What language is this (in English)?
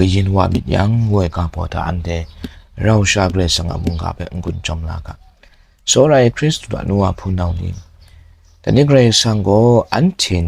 Kachin